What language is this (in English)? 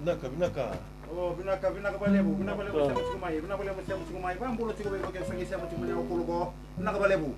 Fijian